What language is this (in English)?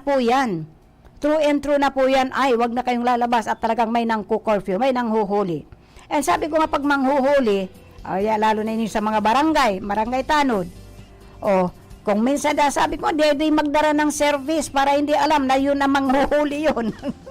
Bikol